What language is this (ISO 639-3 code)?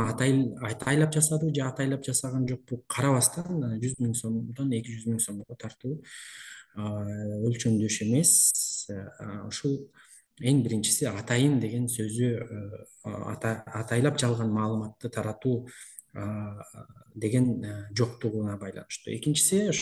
kir